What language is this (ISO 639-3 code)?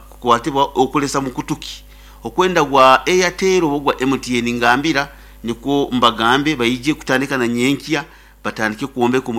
nyo